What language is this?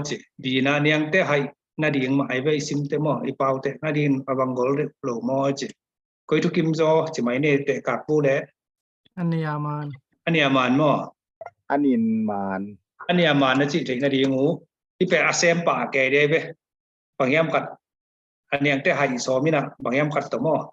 Tedim Chin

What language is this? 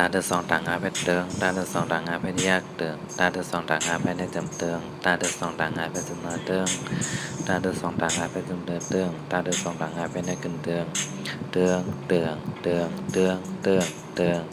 Shan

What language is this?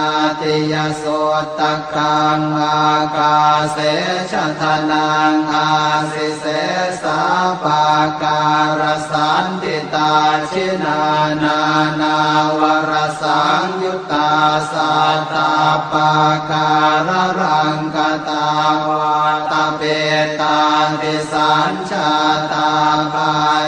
Pali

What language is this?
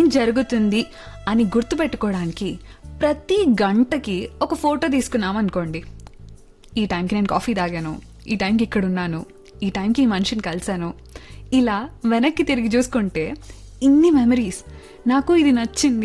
Telugu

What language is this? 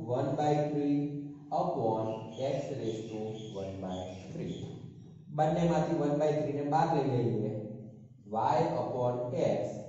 Gujarati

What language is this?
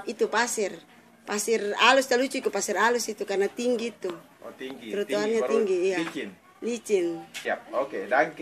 Ambonese Malay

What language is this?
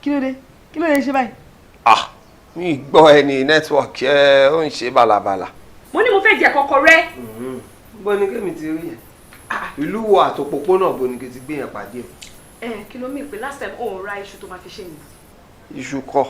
Yoruba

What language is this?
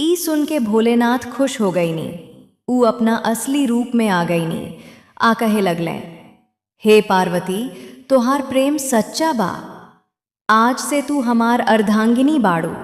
Bhojpuri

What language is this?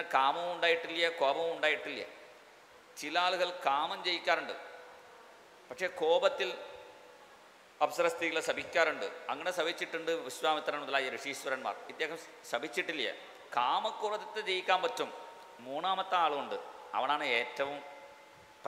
Malayalam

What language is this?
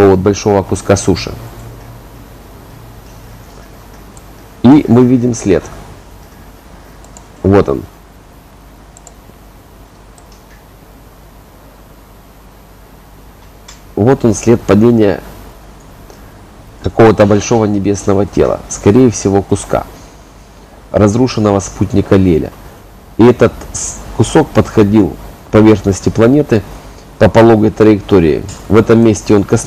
Russian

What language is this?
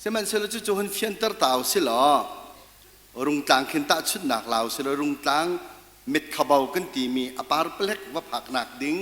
Hakha Chin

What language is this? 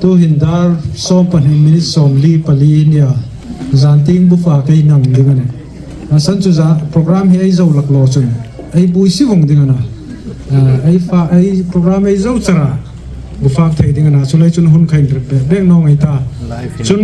Hmar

